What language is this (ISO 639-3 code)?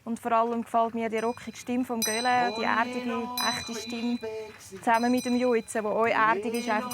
gsw